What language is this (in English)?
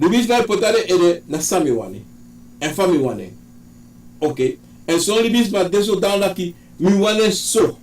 Sranan Tongo